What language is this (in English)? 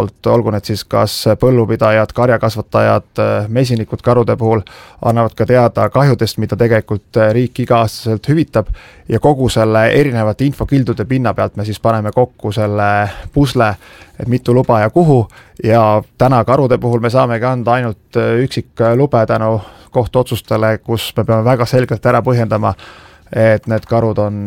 Estonian